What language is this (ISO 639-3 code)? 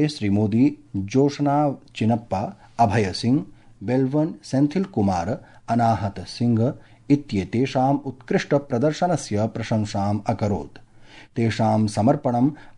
san